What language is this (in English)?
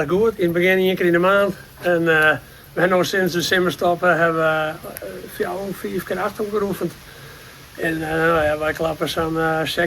Western Frisian